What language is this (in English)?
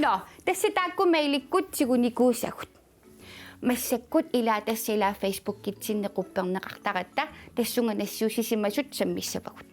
Kalaallisut